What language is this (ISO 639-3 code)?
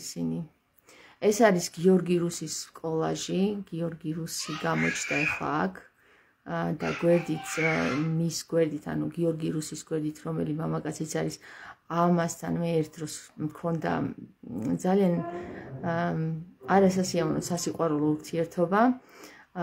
kat